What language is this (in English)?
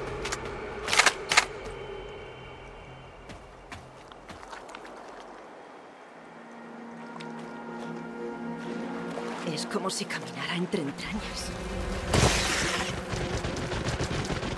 Spanish